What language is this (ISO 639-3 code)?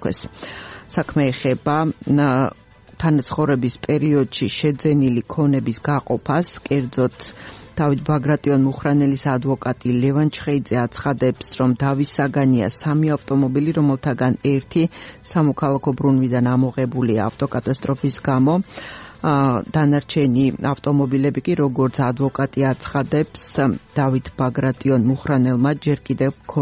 kat